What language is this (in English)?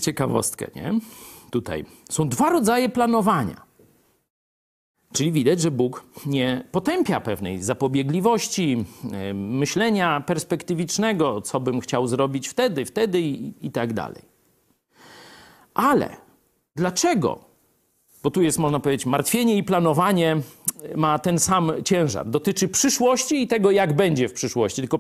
Polish